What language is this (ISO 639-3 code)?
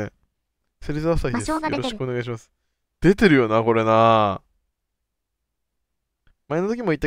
jpn